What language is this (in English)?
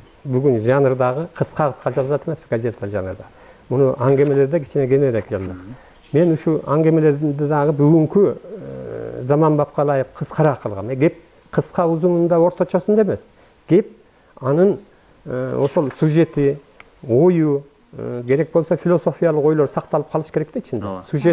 Kyrgyz